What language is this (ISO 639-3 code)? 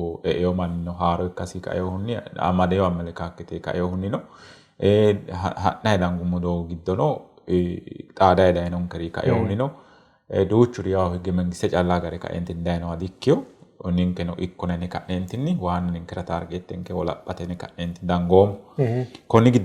sid